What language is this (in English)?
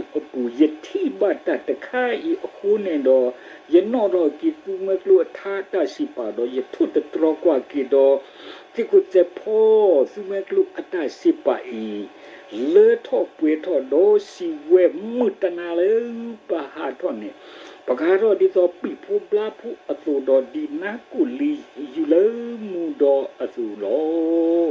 S'gaw Karen